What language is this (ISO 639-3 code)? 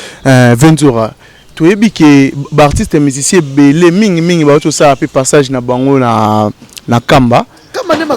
lin